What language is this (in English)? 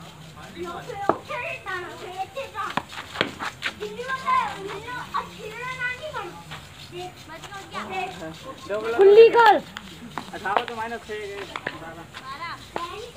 Hindi